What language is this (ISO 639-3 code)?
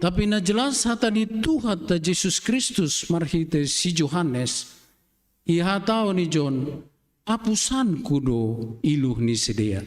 bts